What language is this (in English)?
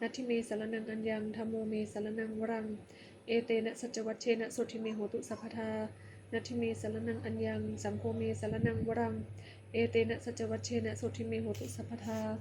Pali